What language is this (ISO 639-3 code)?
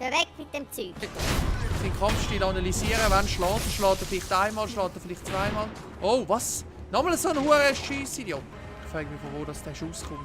gsw